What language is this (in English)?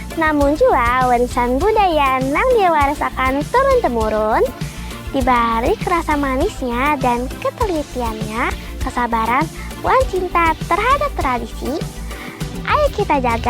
Banjar